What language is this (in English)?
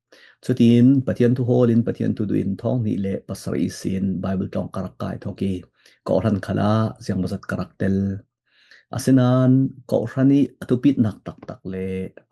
Falam Chin